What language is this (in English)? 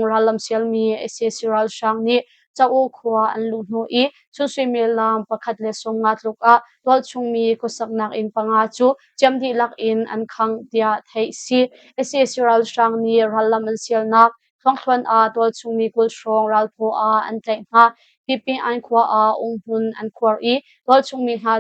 Hakha Chin